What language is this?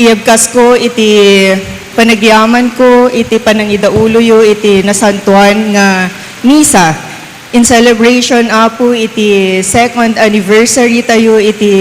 Iloko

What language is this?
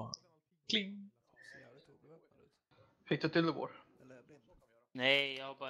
Swedish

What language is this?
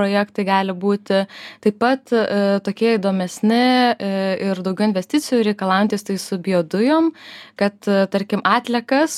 Lithuanian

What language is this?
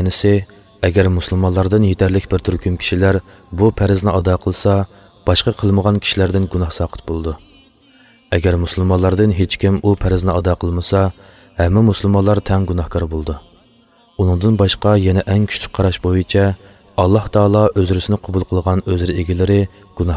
Uyghur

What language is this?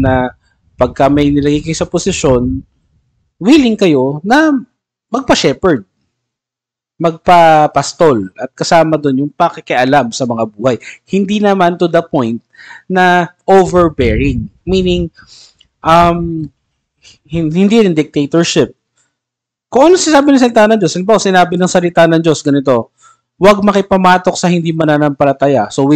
Filipino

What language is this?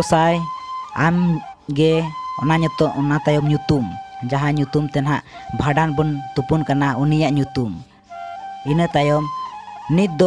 Santali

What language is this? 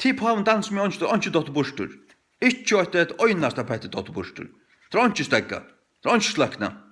Faroese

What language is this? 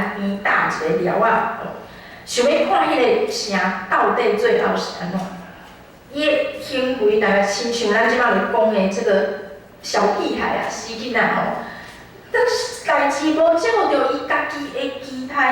Min Nan Chinese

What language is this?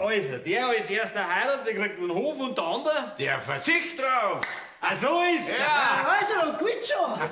Bavarian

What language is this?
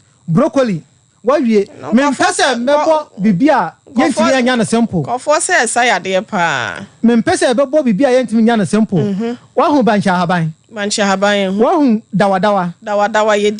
Akan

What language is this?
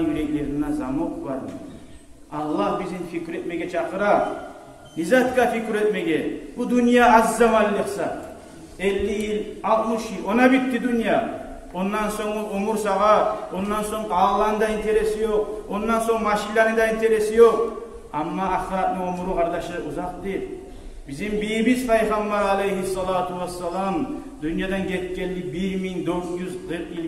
Kumyk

